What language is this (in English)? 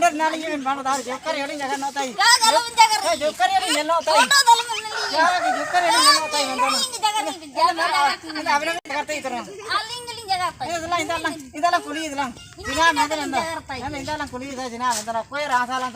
Ho